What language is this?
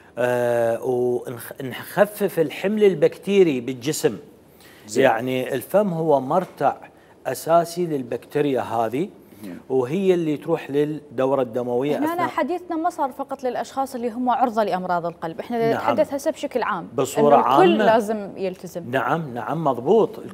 Mesopotamian Arabic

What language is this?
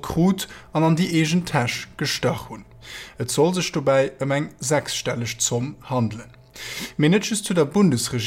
Luxembourgish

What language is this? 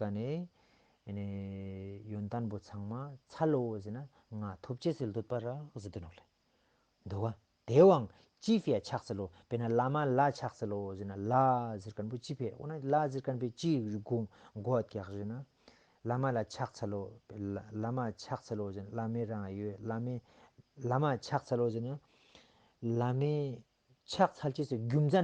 Ladakhi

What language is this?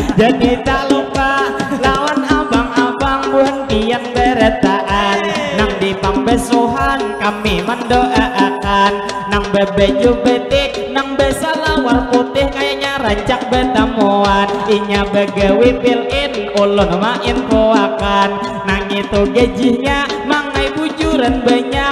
Banjar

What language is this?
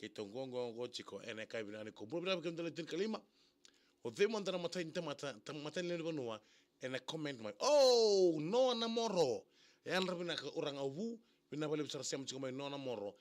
Fijian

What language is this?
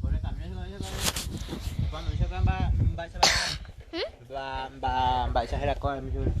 Guarani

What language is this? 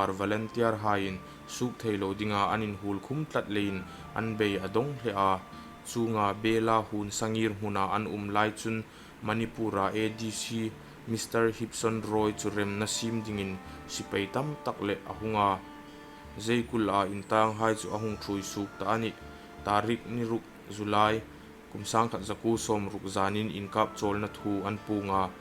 Hmar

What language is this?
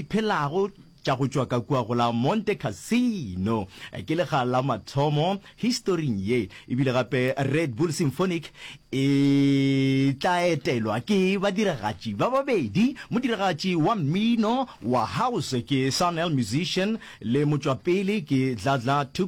Northern Sotho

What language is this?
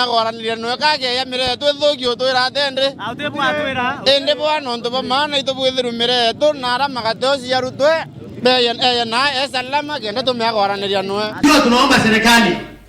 Meru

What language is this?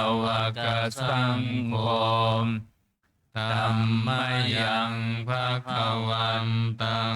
Pali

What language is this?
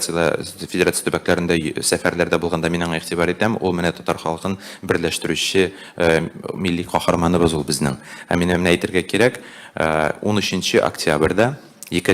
Tatar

